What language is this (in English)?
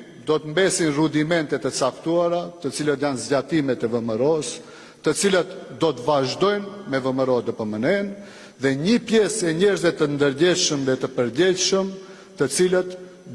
Albanian